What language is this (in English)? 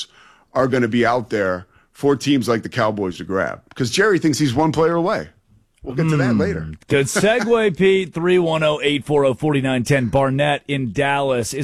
English